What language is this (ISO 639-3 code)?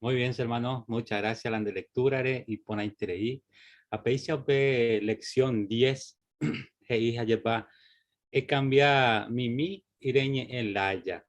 grn